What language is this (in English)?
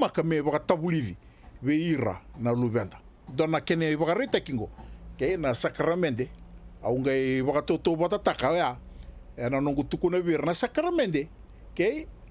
Fijian